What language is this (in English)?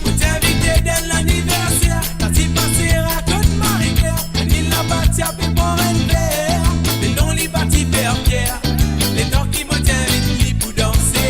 Morisyen